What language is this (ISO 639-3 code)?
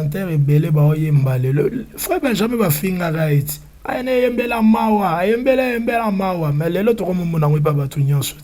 lin